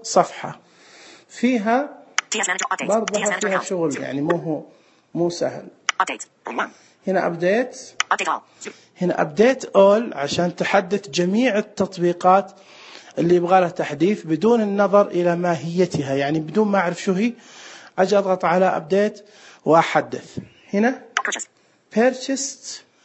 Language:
Najdi Arabic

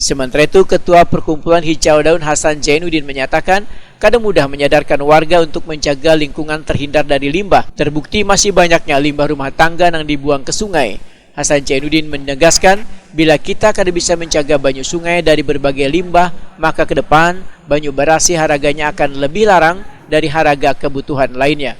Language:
Banjar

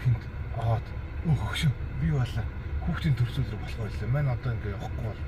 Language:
Mongolian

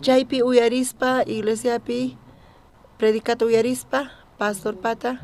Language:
South Bolivian Quechua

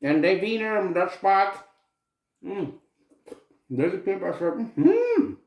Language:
Plautdietsch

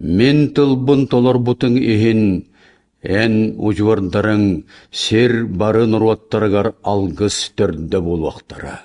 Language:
Yakut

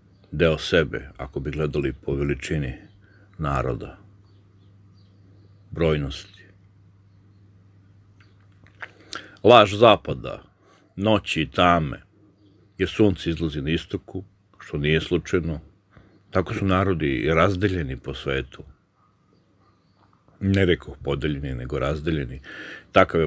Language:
Serbian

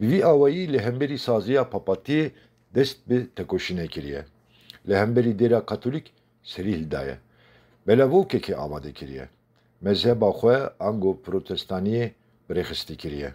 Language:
Kurdish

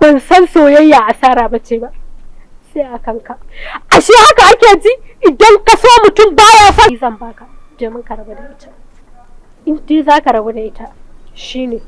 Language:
Hausa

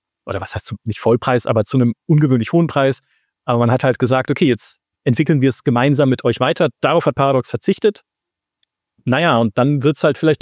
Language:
German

